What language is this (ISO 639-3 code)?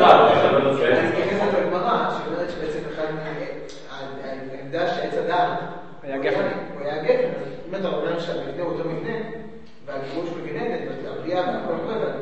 heb